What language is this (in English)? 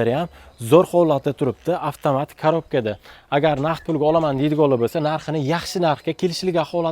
Uzbek